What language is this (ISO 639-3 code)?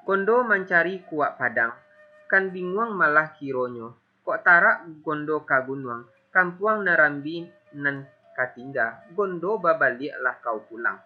min